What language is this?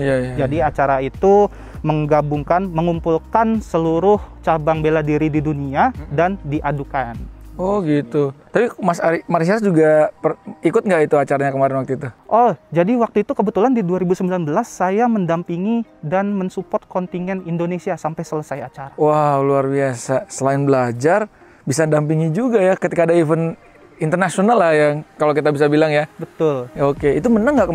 Indonesian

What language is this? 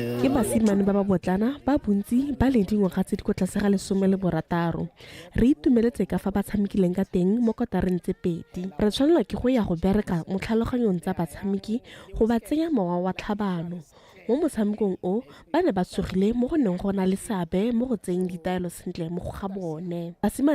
Tswana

